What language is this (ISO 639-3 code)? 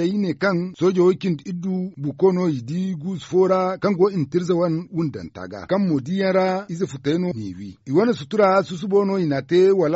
dje